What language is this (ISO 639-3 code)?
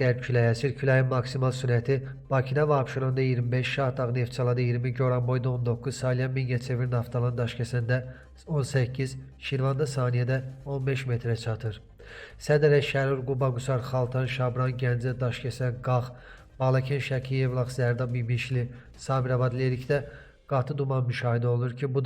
aze